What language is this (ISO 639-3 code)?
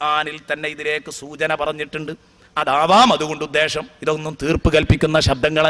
mal